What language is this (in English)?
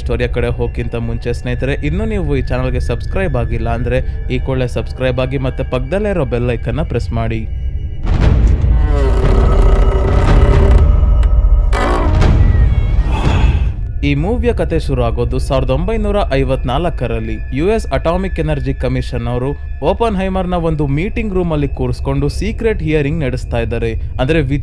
Kannada